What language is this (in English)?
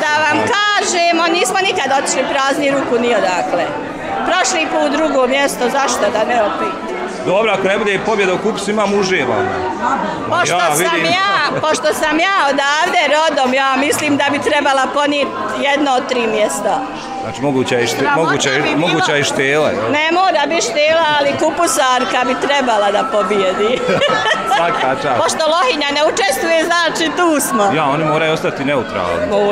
Bosnian